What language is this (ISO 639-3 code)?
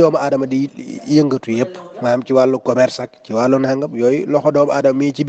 wol